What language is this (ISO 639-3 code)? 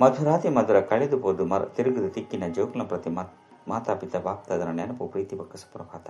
tcy